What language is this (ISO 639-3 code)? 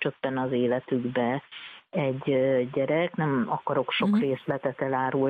hun